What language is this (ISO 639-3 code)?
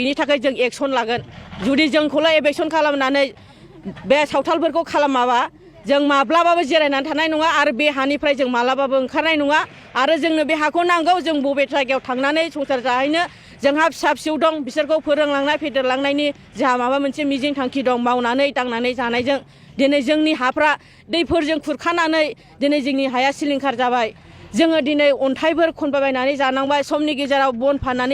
brx